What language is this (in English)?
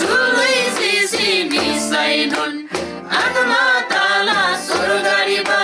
Eastern Tamang